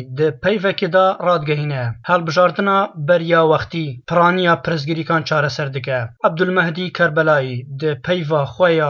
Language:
Kurdish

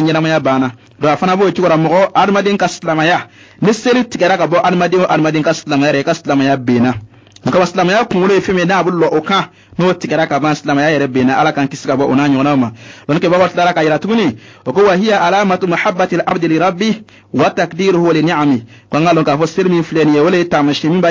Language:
Bambara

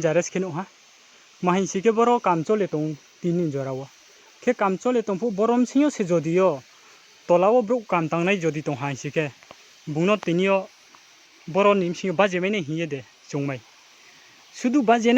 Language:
Riang (India)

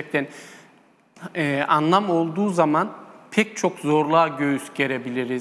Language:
Turkish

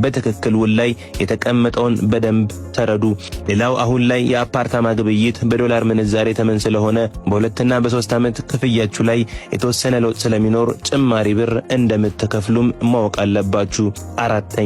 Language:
Amharic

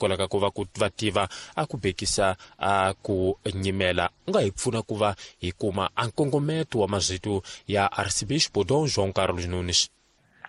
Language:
Tsonga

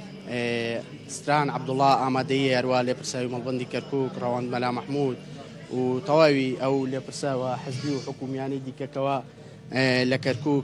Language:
Central Kurdish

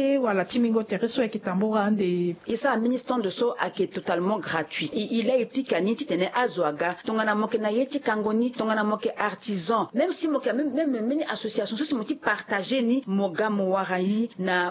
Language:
Sango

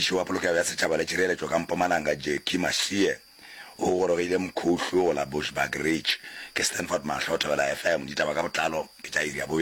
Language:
Northern Sotho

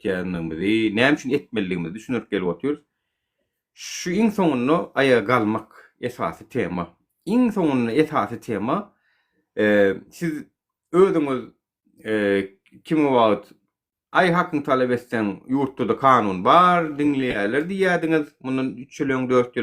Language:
Turkmen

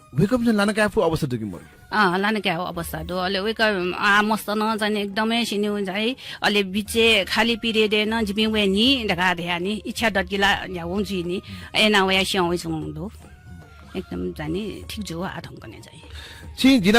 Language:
Newari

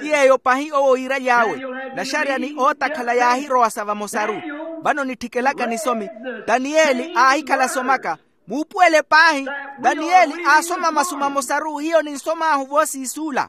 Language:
Makhuwa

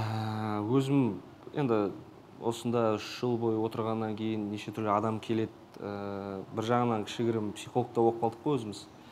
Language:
Kazakh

